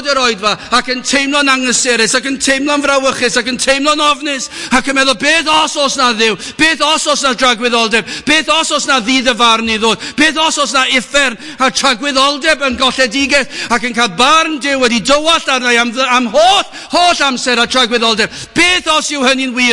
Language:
Welsh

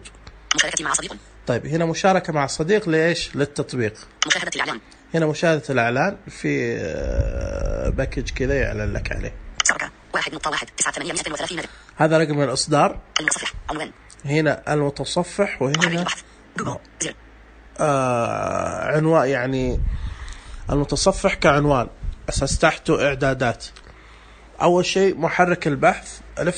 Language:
Najdi Arabic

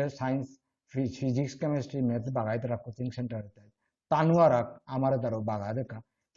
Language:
Bishnupriya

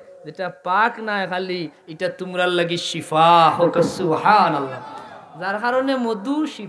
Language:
Sylheti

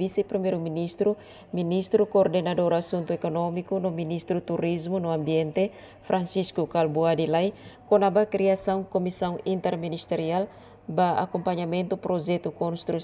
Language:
Tetum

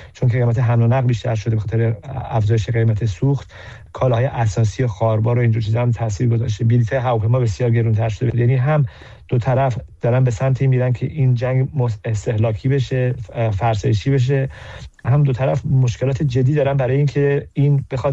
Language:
Persian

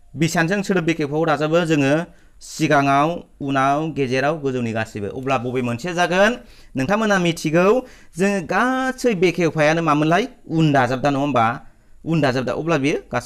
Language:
Bodo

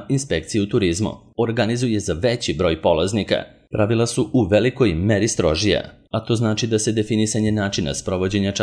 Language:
Serbian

